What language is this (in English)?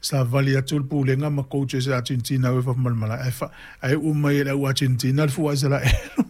Samoan